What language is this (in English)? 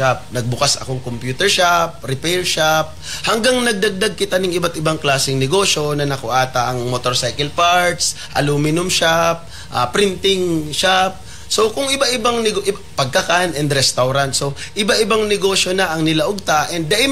Bikol